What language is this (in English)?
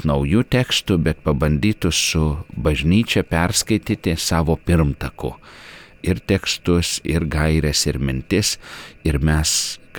Lithuanian